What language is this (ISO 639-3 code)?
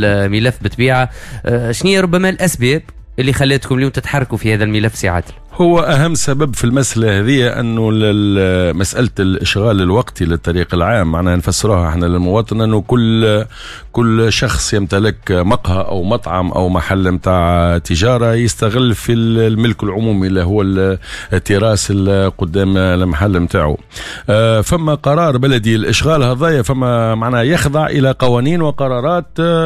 aeb